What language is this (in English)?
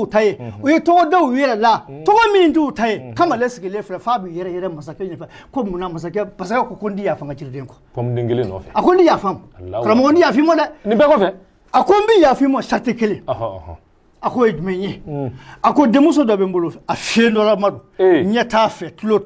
Bambara